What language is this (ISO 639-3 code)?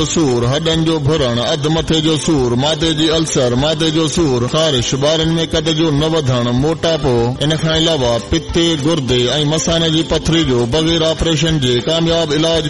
snd